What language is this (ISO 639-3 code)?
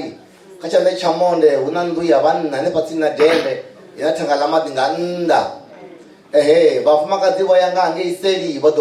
ven